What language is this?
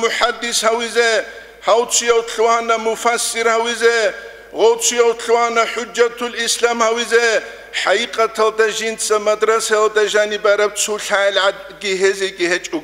Avaric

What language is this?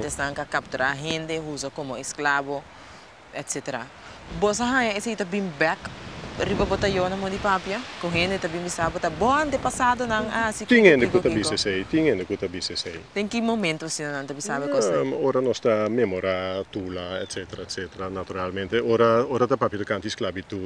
Papiamento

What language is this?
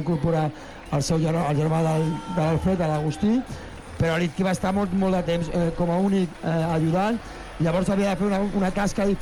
Catalan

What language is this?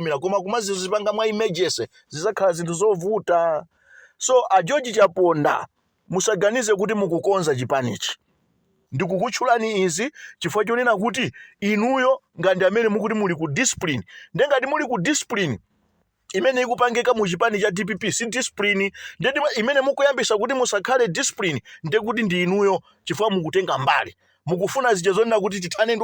Nyanja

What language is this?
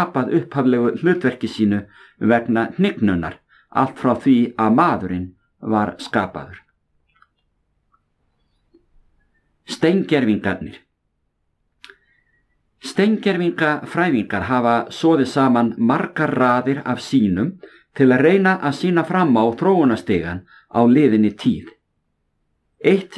Icelandic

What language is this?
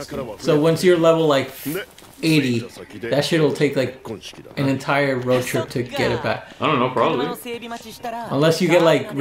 English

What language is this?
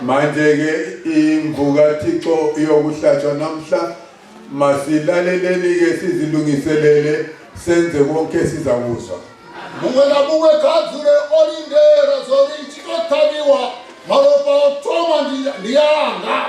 North Ndebele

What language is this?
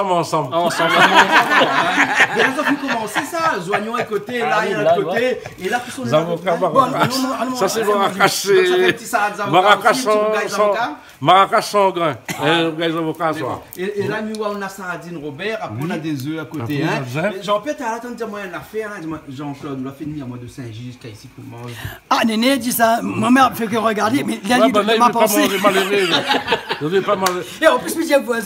Réunion Creole French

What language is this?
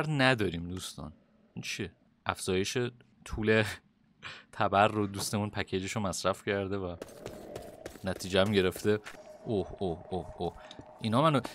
Persian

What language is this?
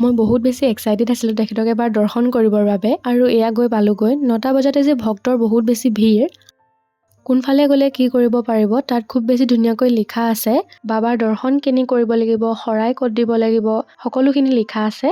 Assamese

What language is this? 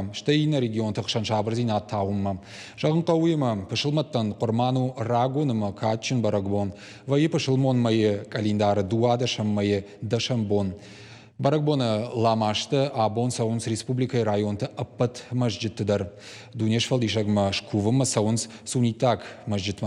Ossetic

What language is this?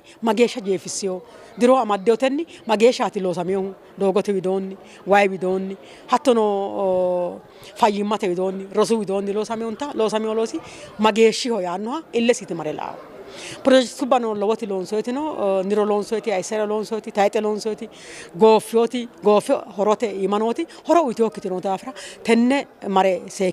Sidamo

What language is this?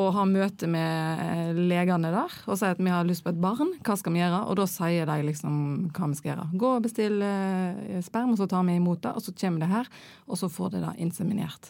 Norwegian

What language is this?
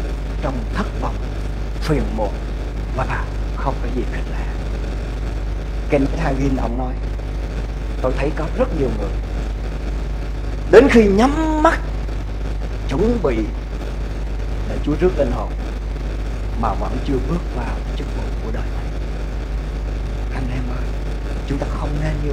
Vietnamese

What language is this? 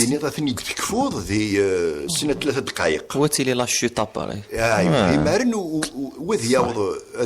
Kabyle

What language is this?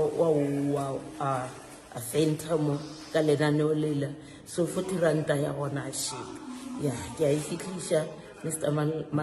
Northern Sotho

